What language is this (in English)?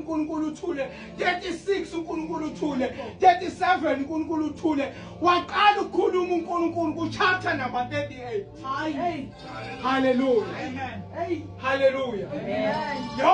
Zulu